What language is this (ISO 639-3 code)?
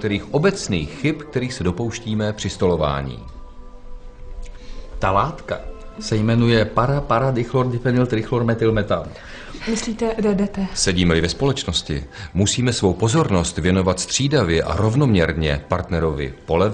ces